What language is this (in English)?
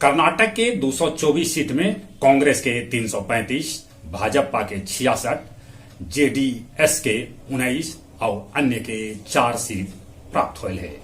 Magahi